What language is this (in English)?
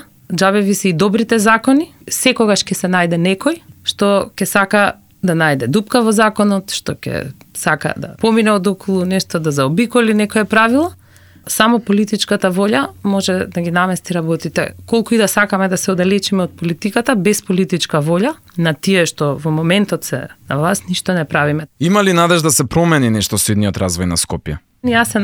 Macedonian